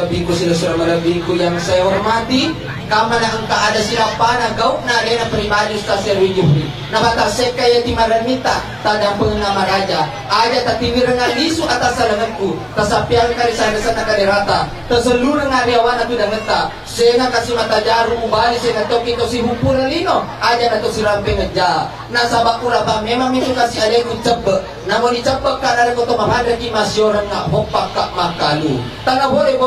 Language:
Buginese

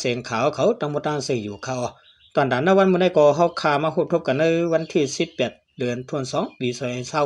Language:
Shan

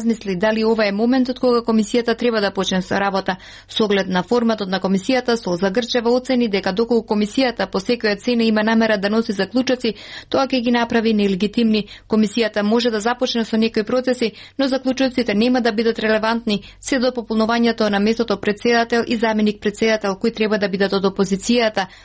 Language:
Macedonian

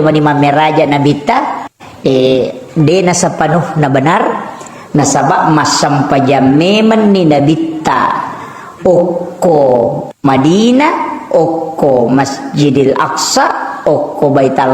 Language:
Buginese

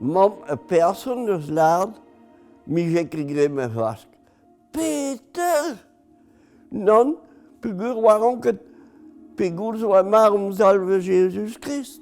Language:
Breton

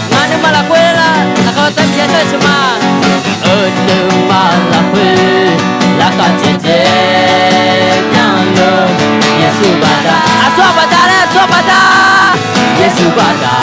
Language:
Akha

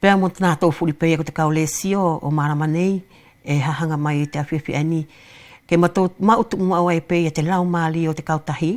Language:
Wallisian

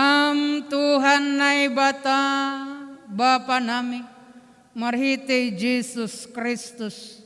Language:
Batak Simalungun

